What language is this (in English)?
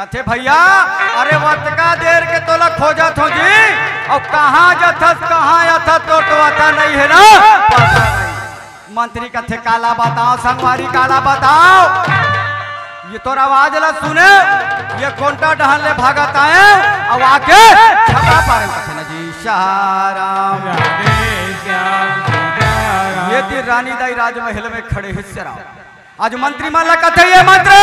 Chhattisgarhi